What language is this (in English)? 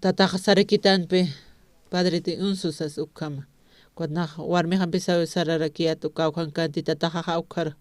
Aymara